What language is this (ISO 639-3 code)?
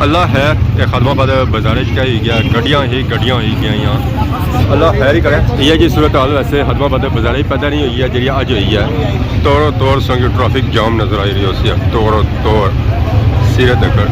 phr